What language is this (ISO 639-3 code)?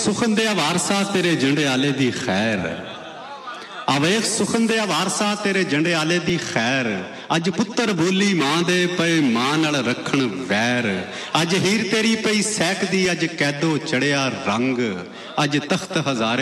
pan